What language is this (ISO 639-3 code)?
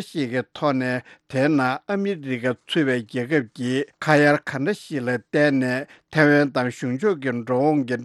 bod